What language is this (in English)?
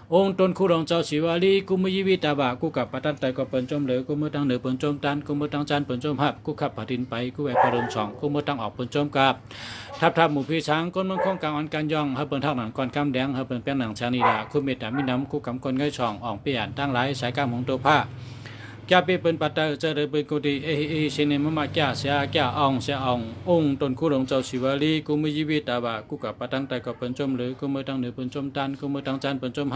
Shan